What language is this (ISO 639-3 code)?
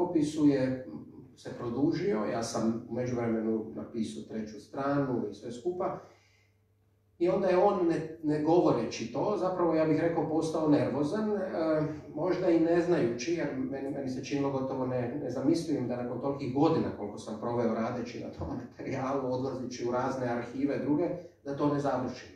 hrv